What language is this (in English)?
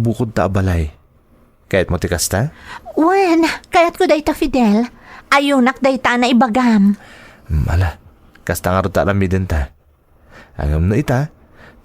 Iloko